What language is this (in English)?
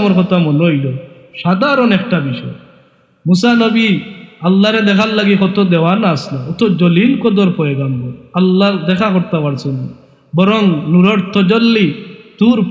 Sylheti